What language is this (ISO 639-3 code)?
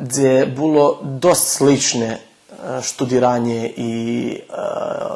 rue